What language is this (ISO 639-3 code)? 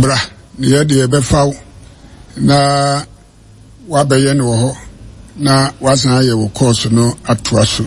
aka